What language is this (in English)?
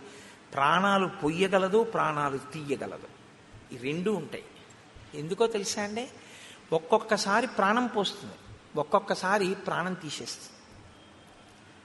Telugu